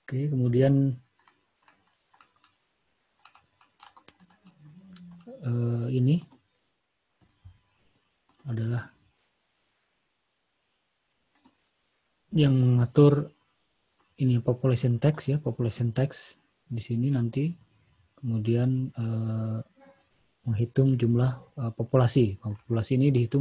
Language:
Indonesian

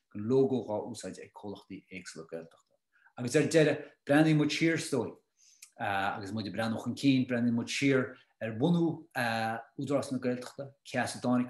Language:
Irish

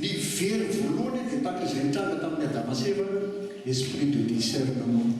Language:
Malagasy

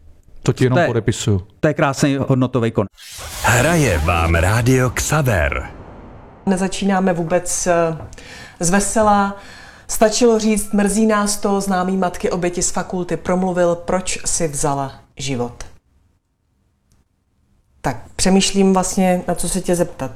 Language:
Czech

